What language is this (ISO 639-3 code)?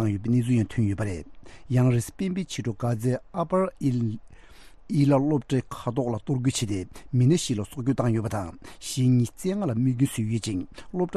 bod